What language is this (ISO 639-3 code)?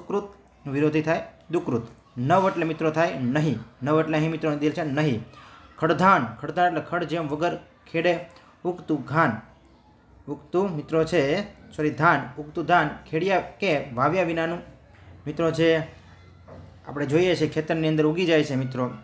guj